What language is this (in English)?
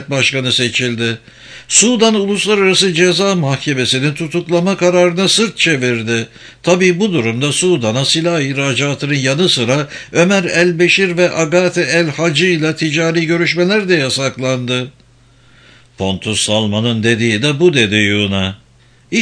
Turkish